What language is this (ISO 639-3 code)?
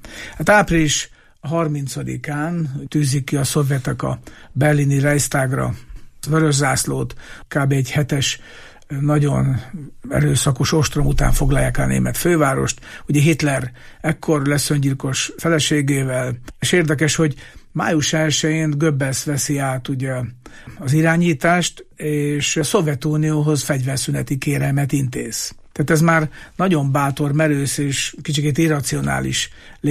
hun